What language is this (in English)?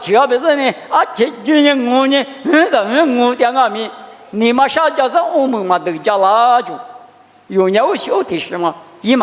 Lisu